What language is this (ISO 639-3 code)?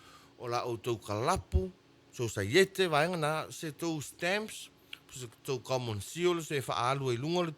smo